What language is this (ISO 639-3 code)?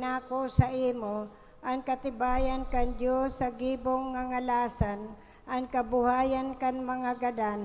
bik